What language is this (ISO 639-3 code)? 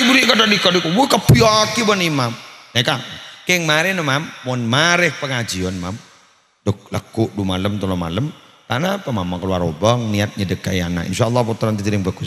mad